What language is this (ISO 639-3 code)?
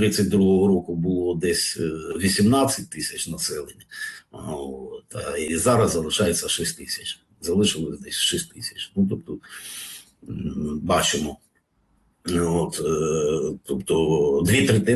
ukr